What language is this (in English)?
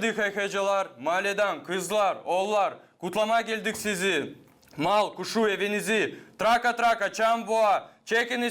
Gagauz